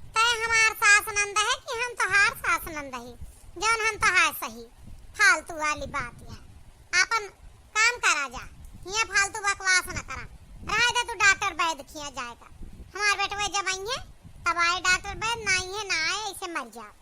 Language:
Awadhi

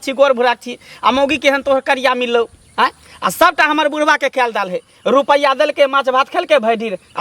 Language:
Maithili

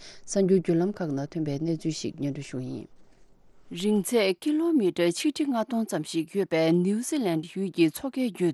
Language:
Tibetan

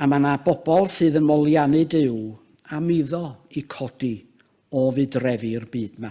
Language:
Welsh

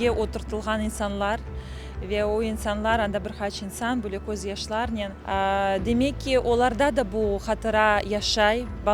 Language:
Crimean Tatar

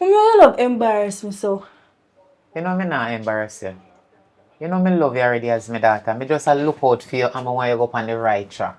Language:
Jamaican Creole English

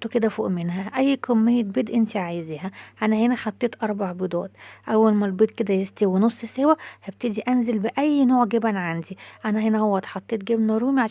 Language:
Egyptian Arabic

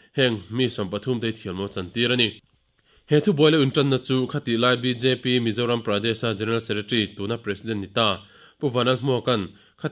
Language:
Mizo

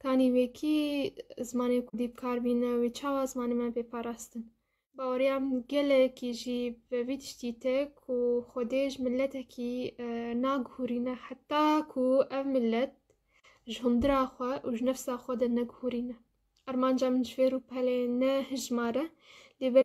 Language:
Kurdish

